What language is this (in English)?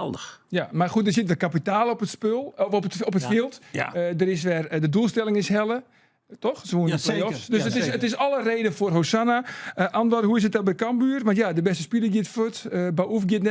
Western Frisian